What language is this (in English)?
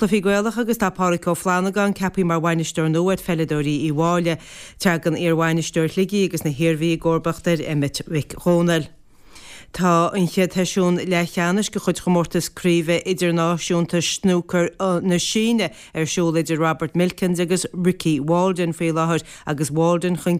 Irish